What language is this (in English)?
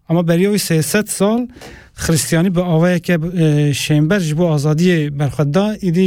Kurdish